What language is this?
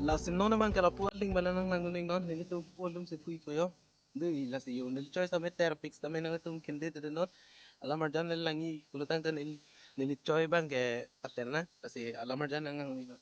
Karbi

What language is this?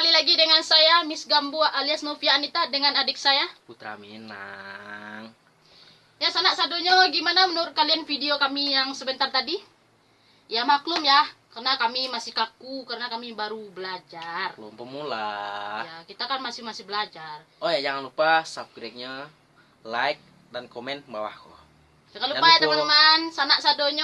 Minangkabau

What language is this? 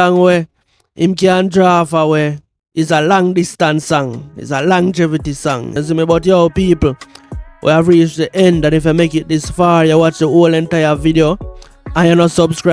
Jamaican Creole English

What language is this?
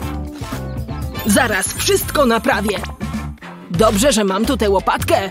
Polish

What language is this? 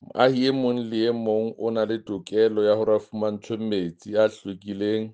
Southern Sotho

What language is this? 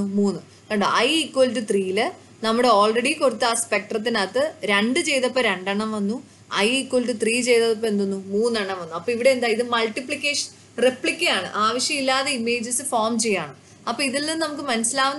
Malayalam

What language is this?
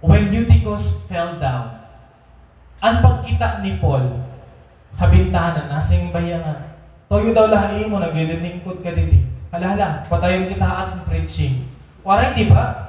Waray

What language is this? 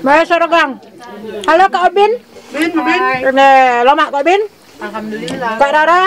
Minangkabau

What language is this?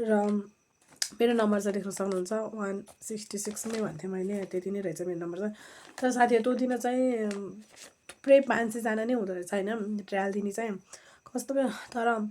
Nepali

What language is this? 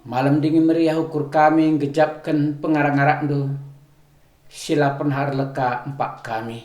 Batak Karo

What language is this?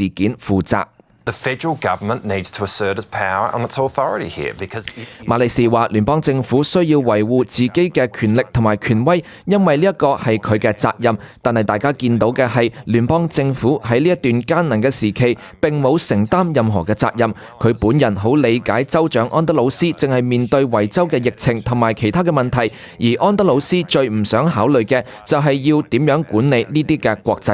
Cantonese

